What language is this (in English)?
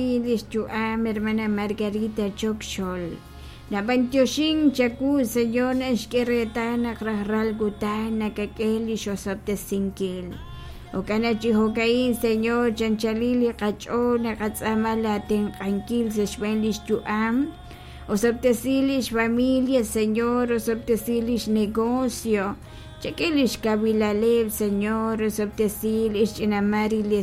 Kekchí